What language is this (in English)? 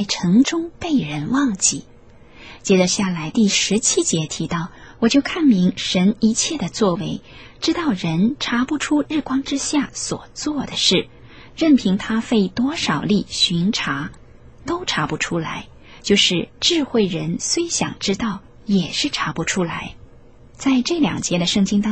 Chinese